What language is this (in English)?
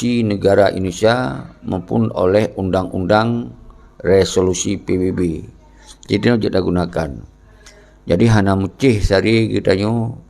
Achinese